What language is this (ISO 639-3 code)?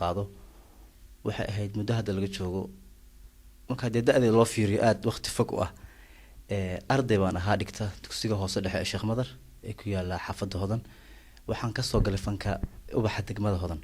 som